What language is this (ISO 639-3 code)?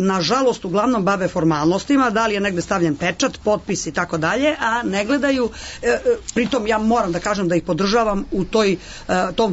srp